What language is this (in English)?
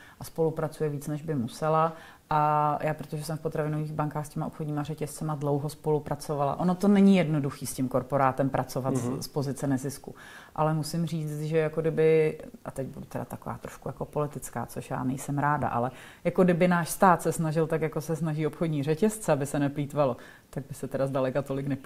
Czech